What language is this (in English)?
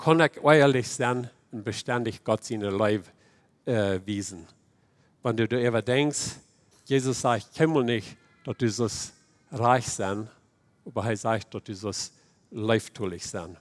Plautdietsch